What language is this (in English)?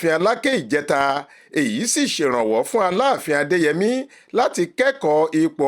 Yoruba